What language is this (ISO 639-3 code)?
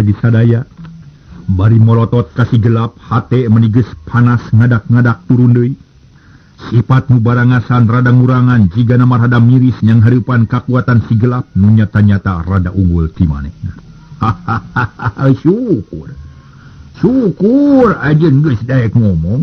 sun